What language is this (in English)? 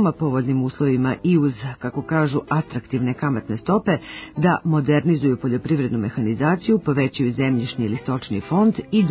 Serbian